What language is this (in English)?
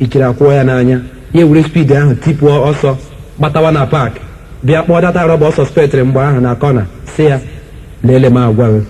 Igbo